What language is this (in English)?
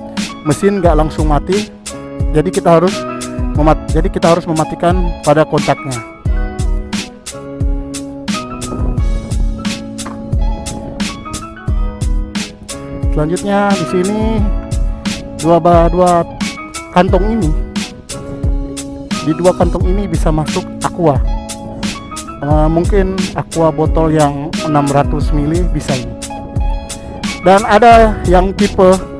Indonesian